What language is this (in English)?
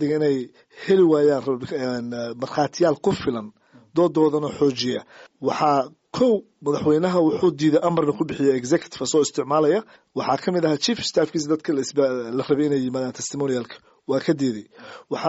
Somali